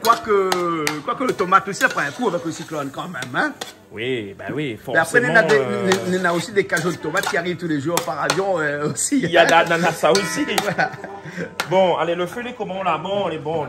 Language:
Réunion Creole French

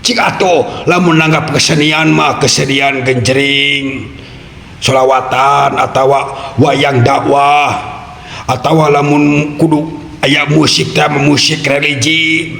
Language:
Sundanese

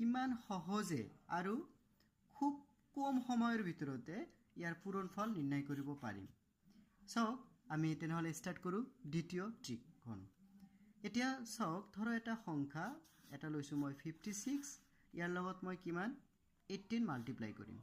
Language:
Assamese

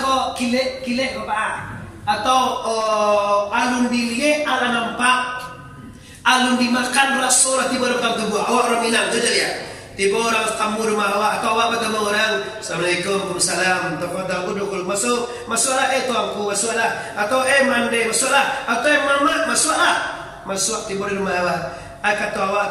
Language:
Minangkabau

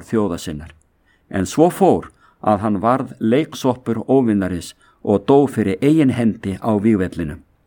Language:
Icelandic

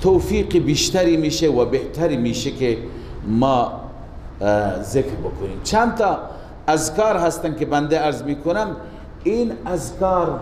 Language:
Persian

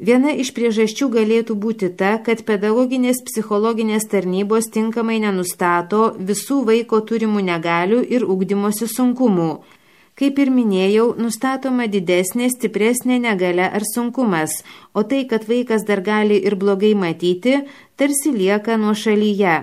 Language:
Lithuanian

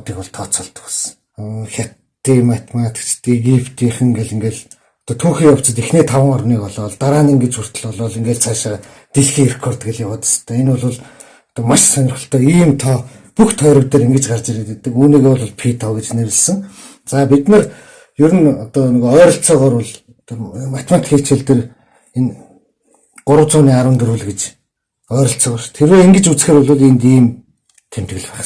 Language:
Mongolian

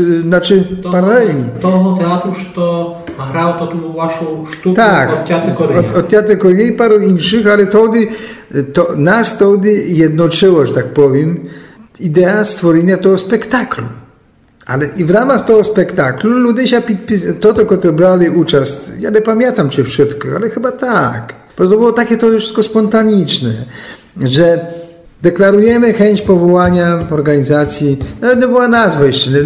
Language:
Polish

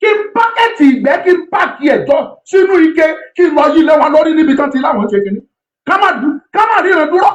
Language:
Yoruba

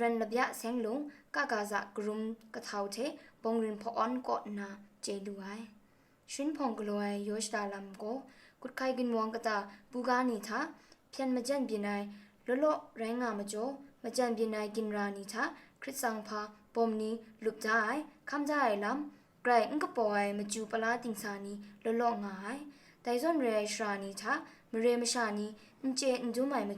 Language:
Kachin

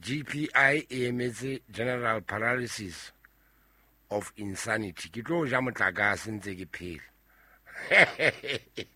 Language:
Southern Sotho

